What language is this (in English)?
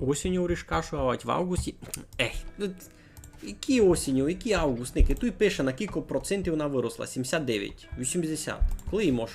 Rusyn